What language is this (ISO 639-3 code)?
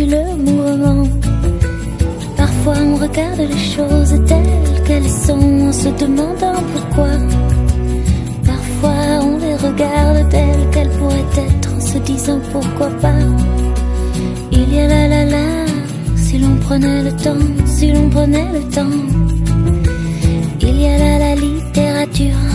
fra